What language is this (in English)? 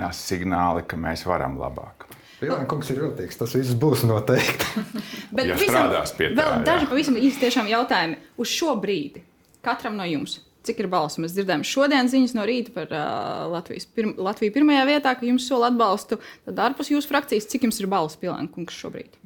Latvian